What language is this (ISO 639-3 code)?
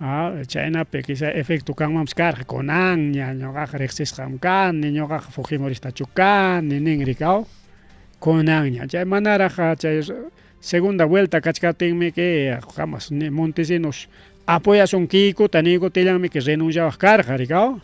quy